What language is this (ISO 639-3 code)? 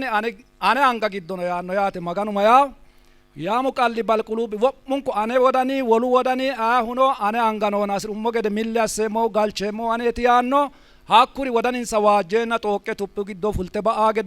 sid